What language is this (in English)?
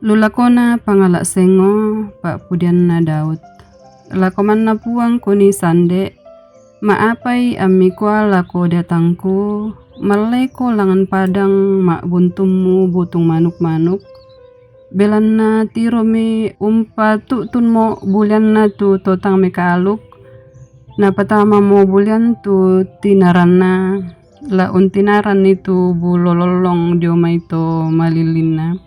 Toraja-Sa'dan